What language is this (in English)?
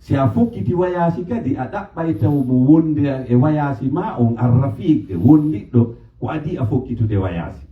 Pular